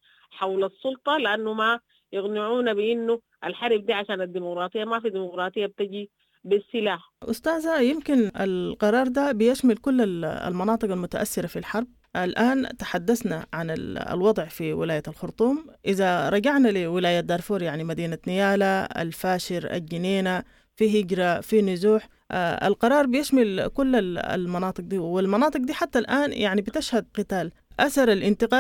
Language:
Sudanese Arabic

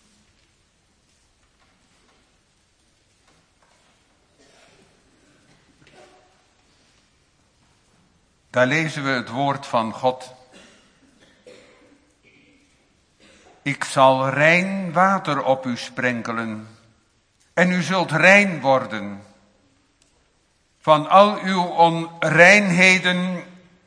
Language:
Dutch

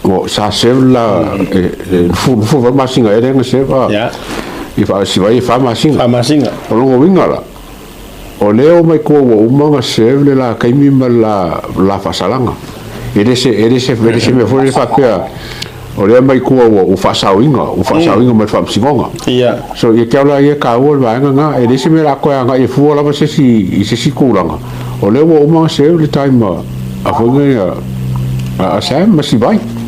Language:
Samoan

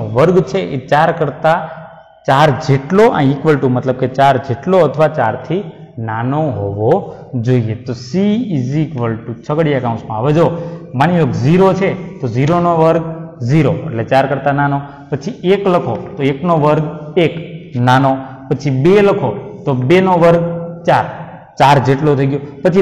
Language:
Gujarati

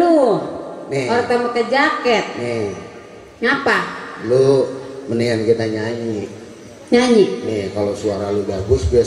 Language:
Betawi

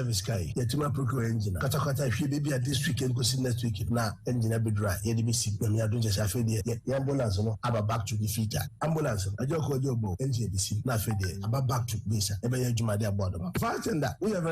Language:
Akan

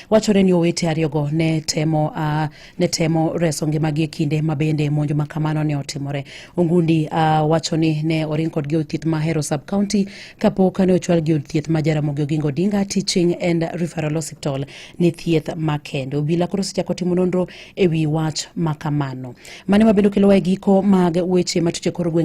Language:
Luo (Kenya and Tanzania)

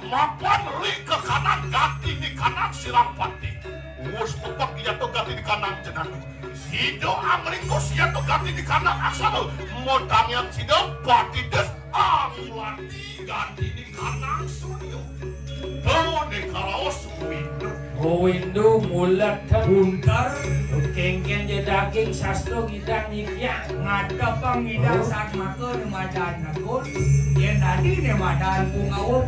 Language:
Balinese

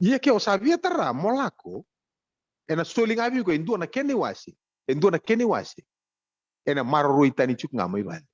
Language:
Fijian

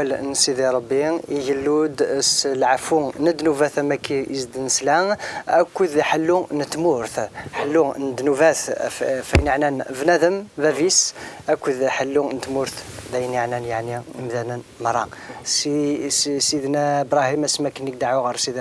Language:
Kabyle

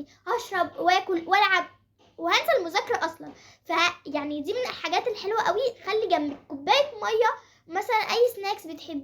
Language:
Egyptian Arabic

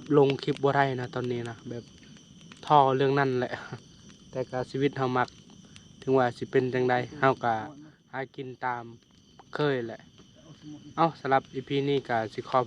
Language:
Lao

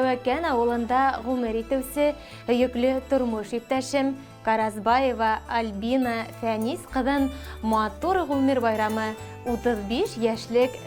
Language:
Bashkir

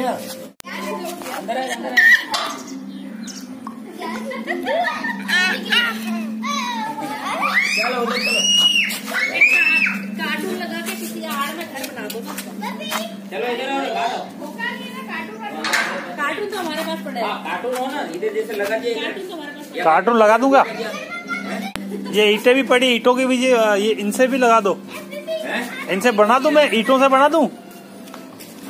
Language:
Hindi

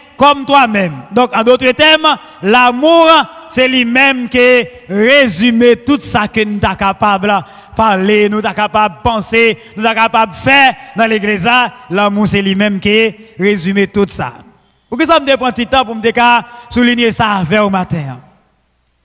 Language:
French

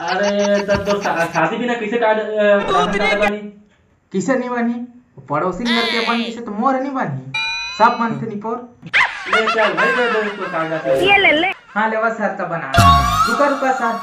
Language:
Chhattisgarhi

